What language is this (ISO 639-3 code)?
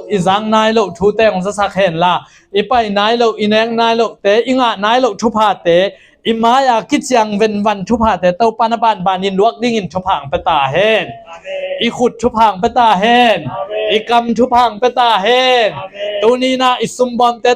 ctd